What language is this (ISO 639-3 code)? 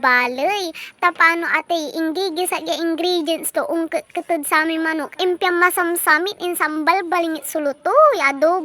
pag